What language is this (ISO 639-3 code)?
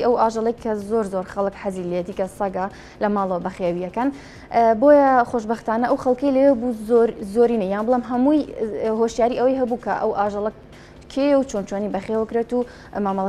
ckb